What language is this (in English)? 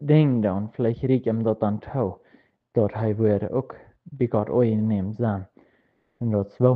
Plautdietsch